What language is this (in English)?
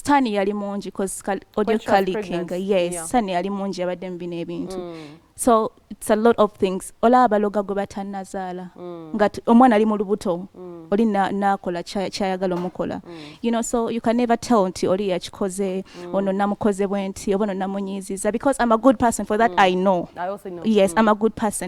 Ganda